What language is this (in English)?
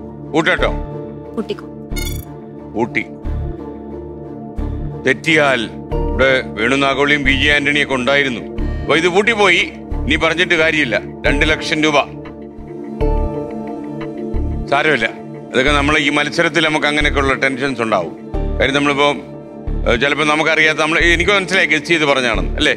Malayalam